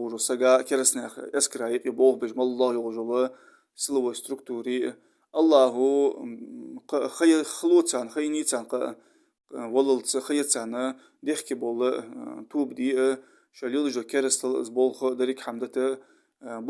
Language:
Ingush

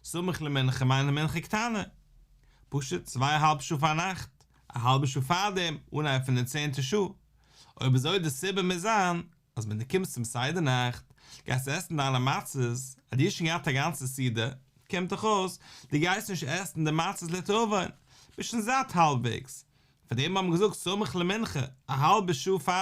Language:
Yiddish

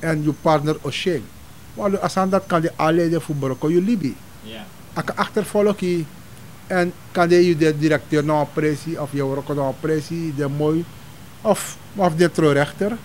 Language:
Sranan Tongo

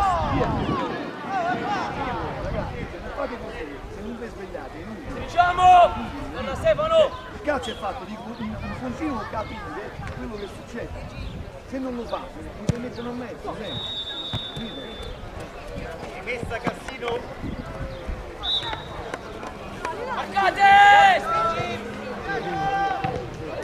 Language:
Italian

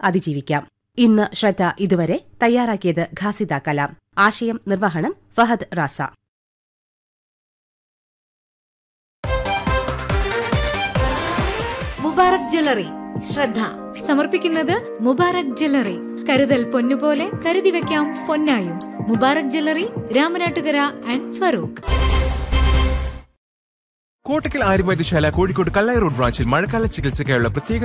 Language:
Malayalam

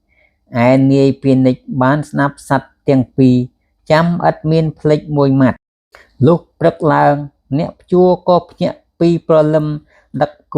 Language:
Khmer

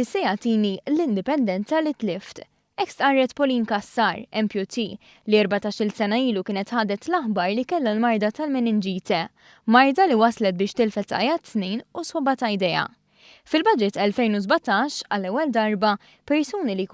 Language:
Maltese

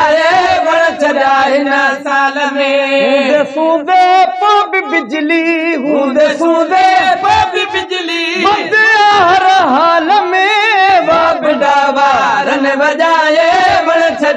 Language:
Sindhi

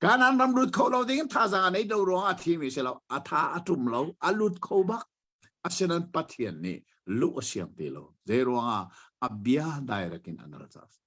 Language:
Hakha Chin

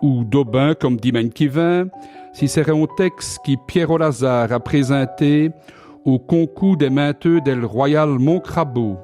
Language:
Walloon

